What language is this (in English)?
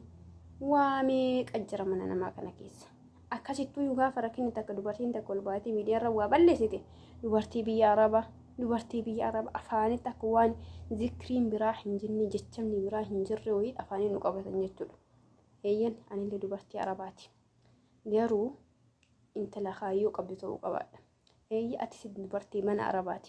Oromo